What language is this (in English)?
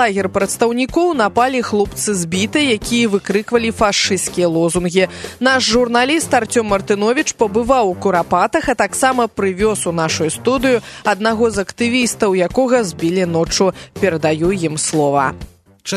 Belarusian